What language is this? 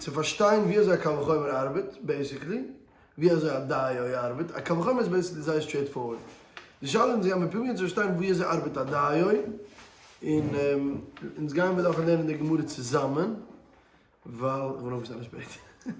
Yiddish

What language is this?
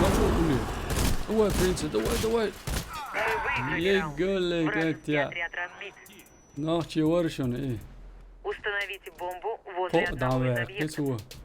Chechen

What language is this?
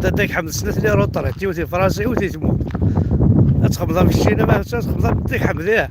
Kabyle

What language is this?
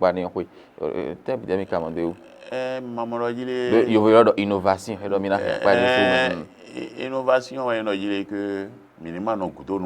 Fon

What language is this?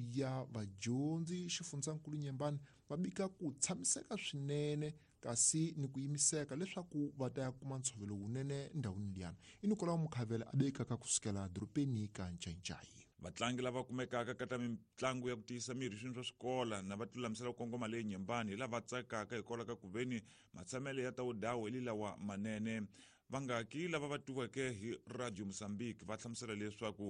Tsonga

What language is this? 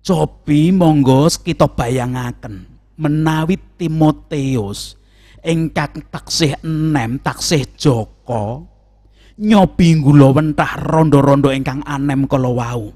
Javanese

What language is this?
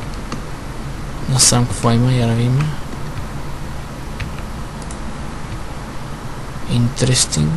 Bulgarian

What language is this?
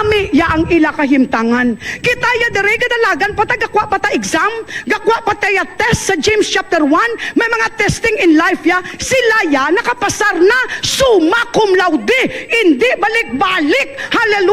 Hiligaynon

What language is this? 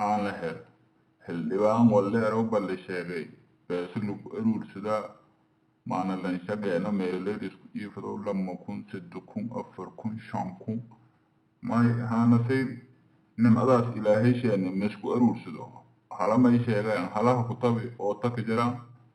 Somali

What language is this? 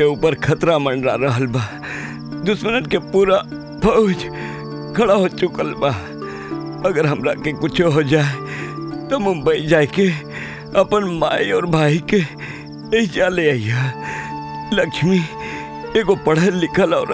Bhojpuri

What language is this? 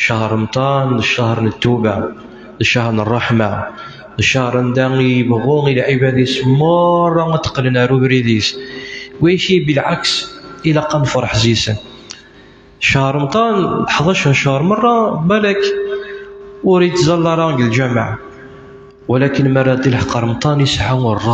Kabyle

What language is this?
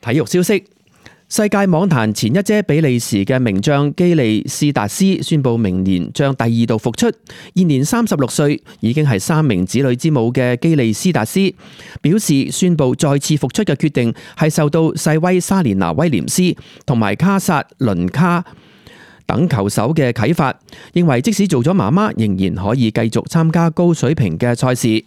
Cantonese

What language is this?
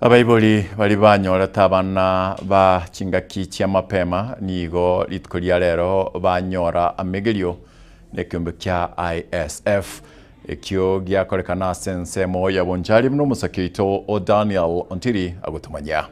Gusii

